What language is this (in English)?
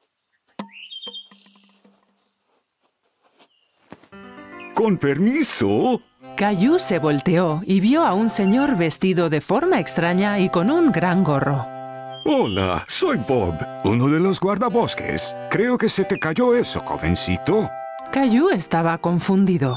Spanish